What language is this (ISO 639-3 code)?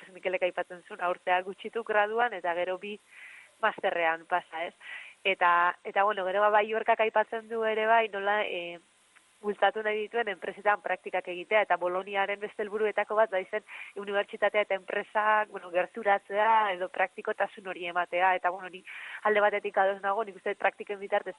eus